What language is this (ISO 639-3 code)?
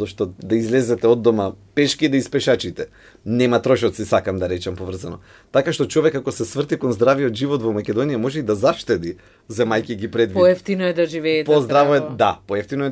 mkd